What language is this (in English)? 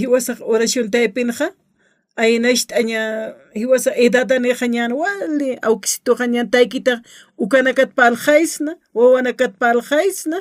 Aymara